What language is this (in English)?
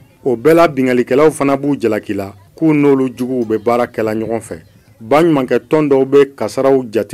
Bambara